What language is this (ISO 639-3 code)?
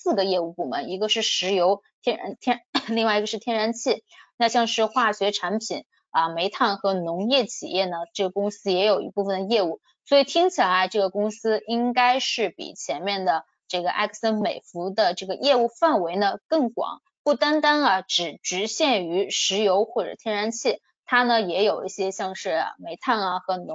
zho